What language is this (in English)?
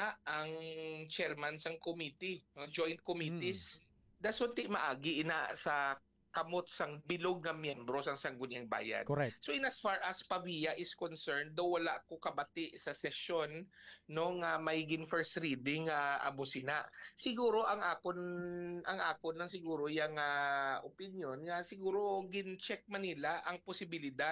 Hiligaynon